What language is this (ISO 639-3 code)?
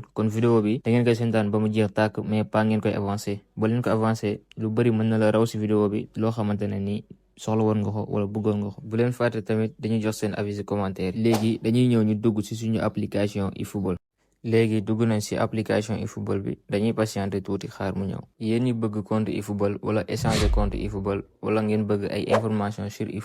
wol